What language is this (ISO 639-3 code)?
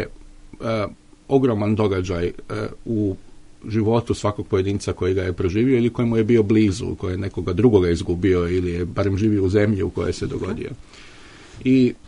hrv